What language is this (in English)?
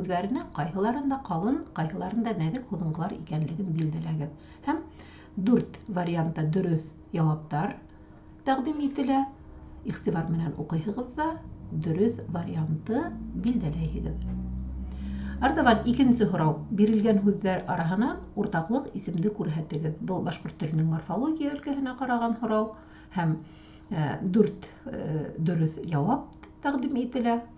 Bashkir